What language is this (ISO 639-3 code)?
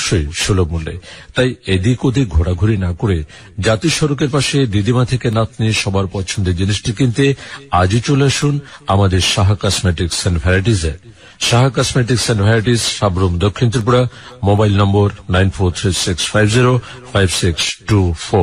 ben